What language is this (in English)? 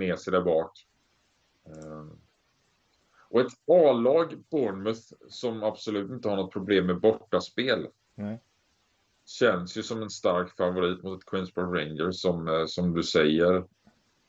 Swedish